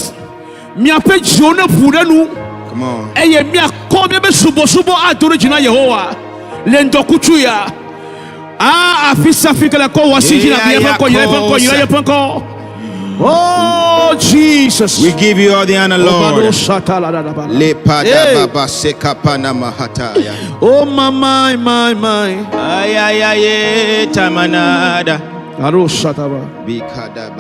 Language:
Ewe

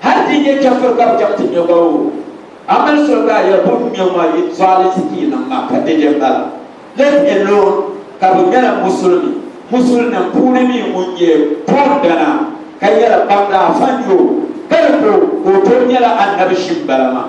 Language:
Dagbani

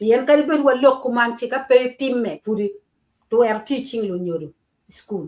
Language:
Acoli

